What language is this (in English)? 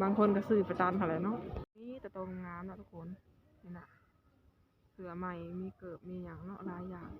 Lao